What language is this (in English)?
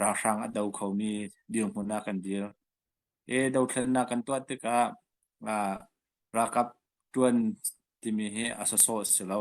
Hakha Chin